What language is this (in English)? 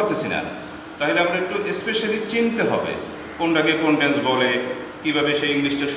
Bangla